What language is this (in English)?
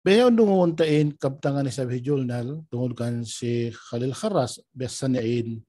Tausug